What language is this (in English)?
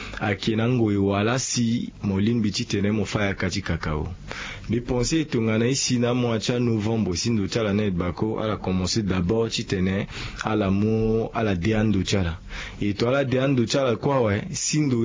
Sango